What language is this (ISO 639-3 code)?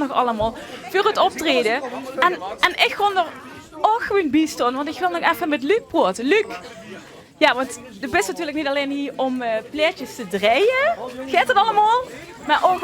lim